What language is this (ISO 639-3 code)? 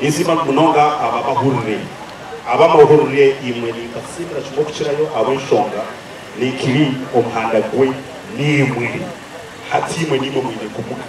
nyn